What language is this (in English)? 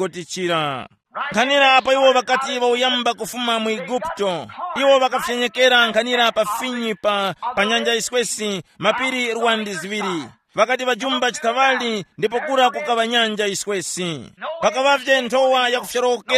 Tumbuka